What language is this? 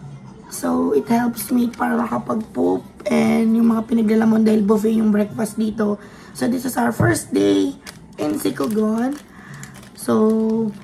Filipino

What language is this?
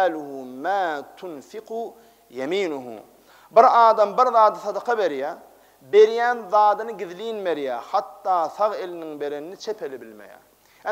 Turkmen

